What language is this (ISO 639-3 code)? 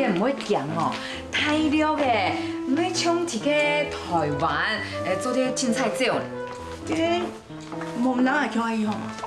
hak